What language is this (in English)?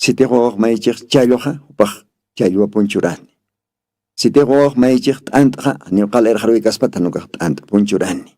Aymara